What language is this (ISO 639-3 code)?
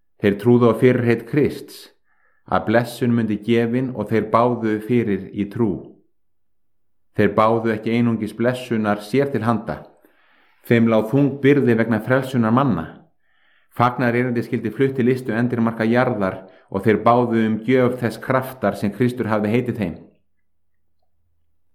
isl